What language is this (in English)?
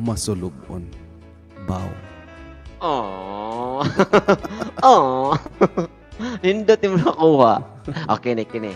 Cebuano